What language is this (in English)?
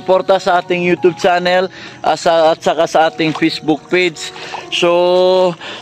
Maranao